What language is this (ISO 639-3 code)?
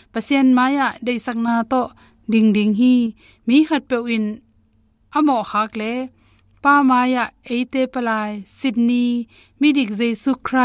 ctd